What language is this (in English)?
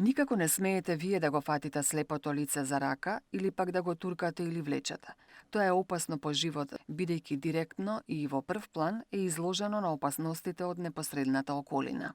Macedonian